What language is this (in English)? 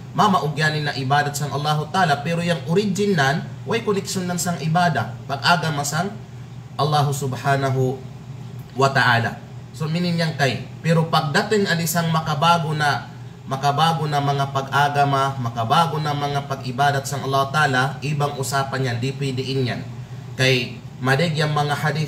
Kalagan